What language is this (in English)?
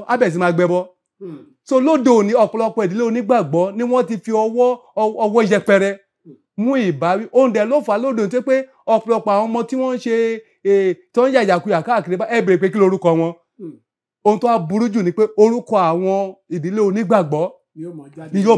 Yoruba